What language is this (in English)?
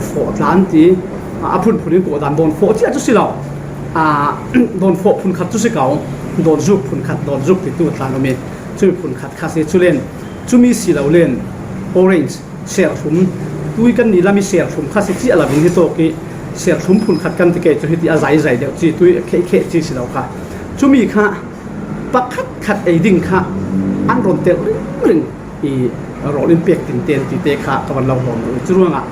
Falam Chin